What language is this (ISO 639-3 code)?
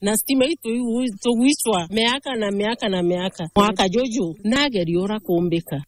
mer